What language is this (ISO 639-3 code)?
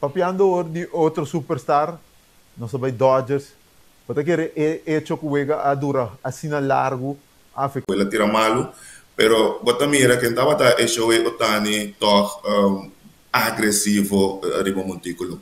pap